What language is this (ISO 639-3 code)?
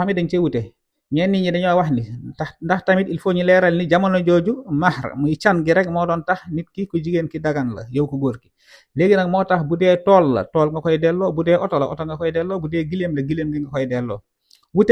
wol